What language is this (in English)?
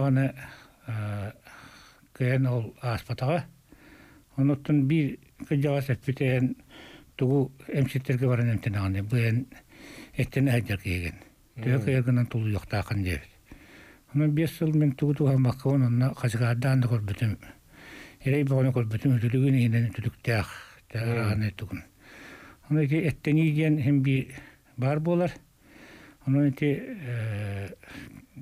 Yakut